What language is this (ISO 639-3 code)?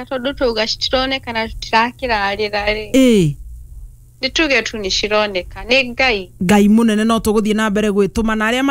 kik